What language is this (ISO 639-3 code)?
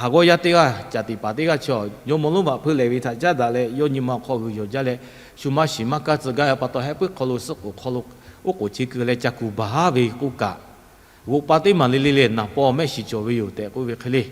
lhu